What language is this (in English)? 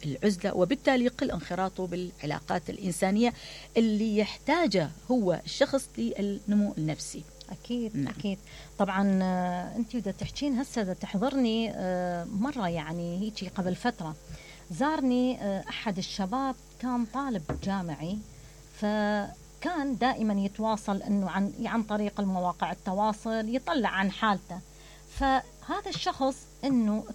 Mesopotamian Arabic